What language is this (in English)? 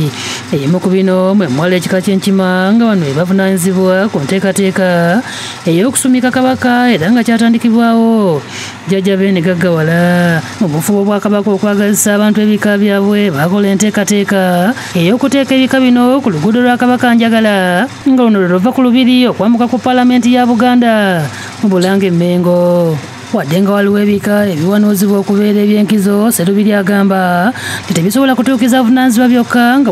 Ganda